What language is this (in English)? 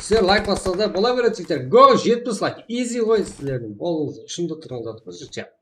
Kara-Kalpak